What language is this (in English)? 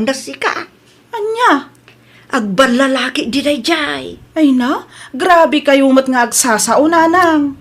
Iloko